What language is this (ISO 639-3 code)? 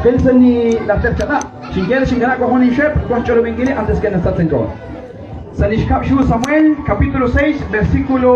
kek